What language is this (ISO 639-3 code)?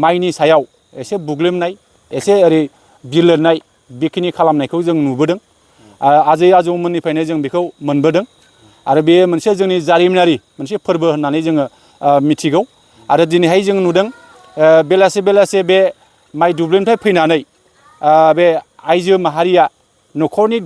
brx